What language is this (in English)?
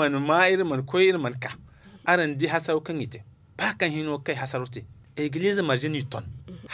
Zarma